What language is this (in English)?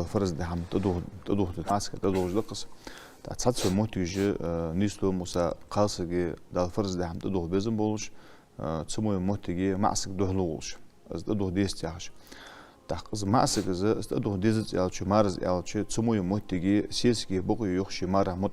Ingush